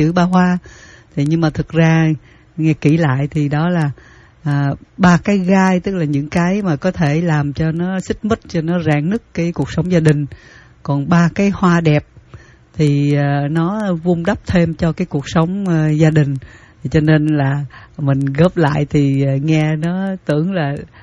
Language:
Vietnamese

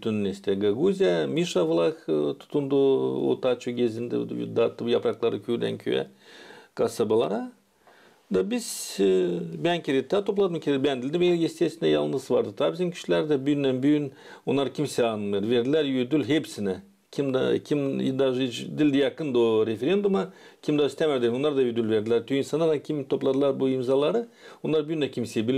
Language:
Gagauz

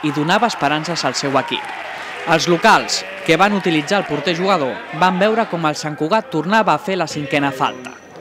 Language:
Catalan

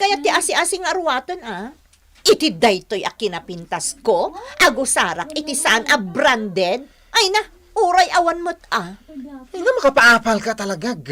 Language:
Iloko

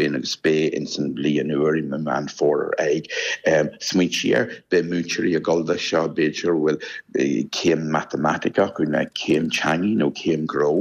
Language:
Irish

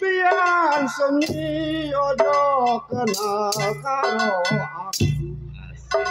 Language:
Betawi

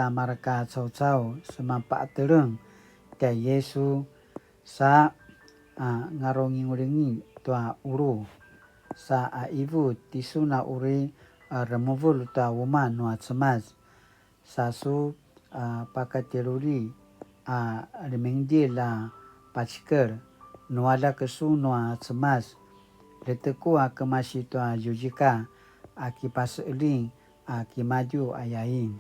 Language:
Paiwan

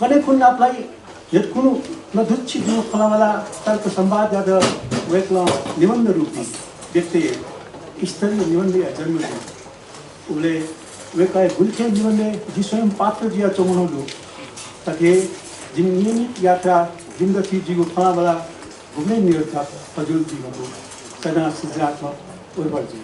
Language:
Newari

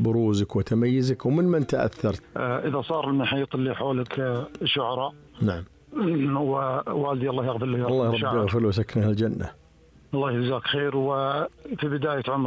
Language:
Najdi Arabic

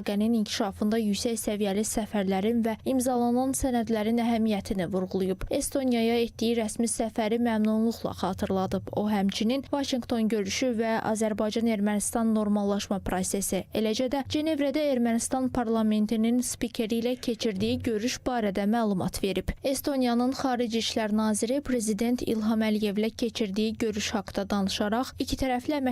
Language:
Azerbaijani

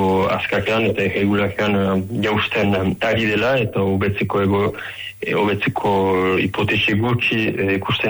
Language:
Basque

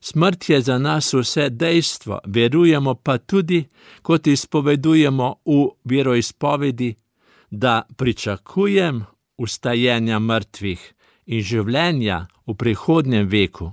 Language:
Slovenian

